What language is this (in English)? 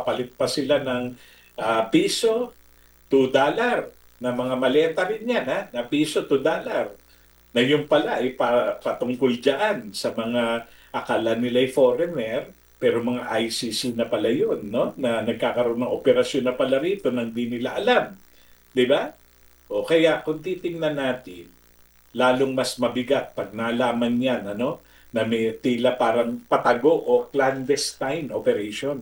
Filipino